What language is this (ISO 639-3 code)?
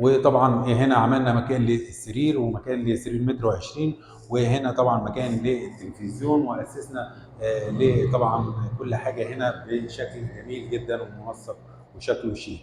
arz